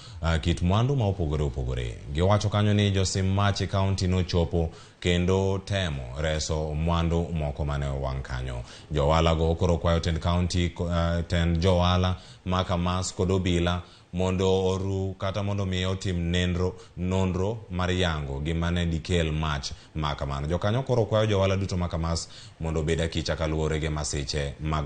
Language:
Luo (Kenya and Tanzania)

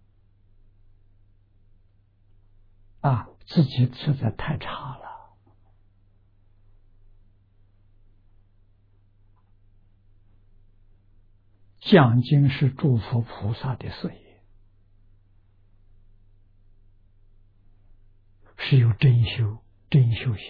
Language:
Chinese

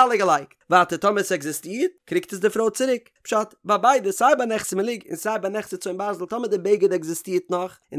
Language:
Yiddish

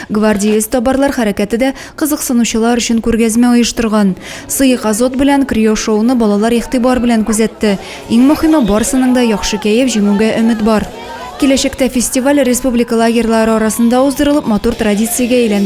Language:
Tatar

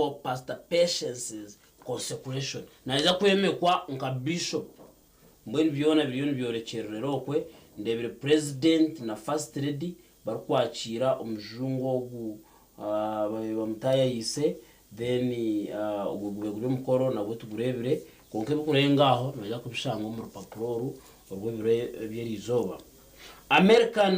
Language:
Nyankole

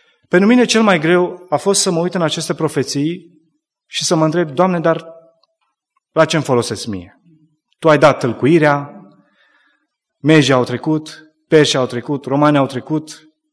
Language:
Romanian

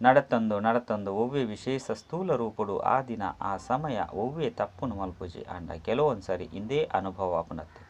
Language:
Tulu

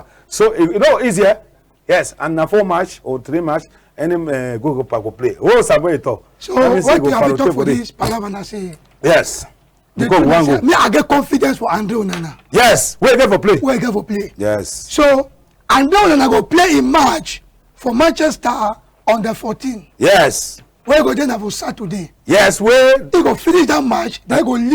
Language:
Cameroon Pidgin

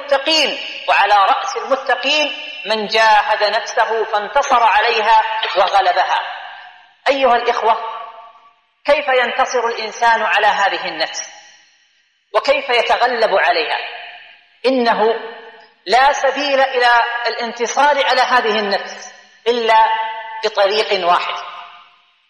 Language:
Arabic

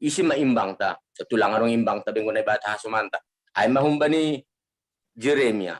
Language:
Batak Simalungun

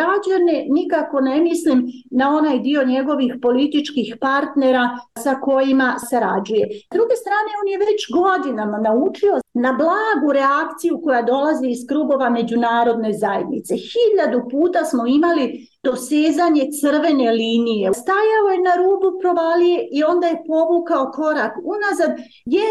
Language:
Bosnian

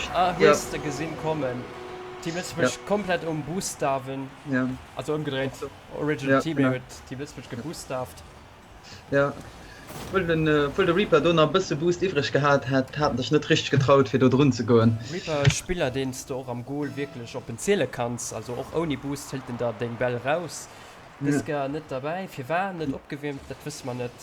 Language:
Luxembourgish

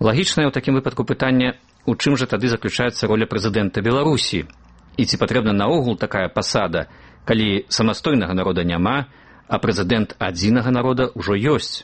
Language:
Belarusian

